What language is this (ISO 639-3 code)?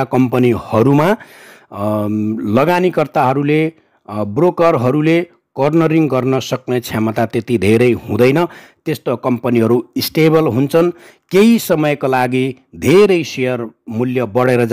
nep